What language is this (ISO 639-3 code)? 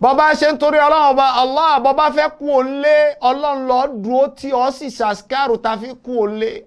yor